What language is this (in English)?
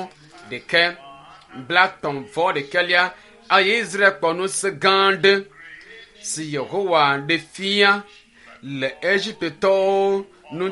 Ewe